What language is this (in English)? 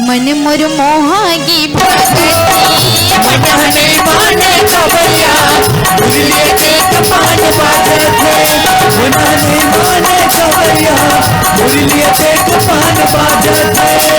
Chhattisgarhi